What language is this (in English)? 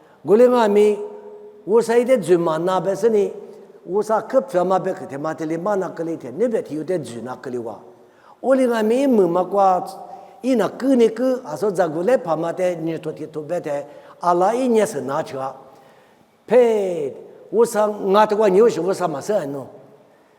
Lisu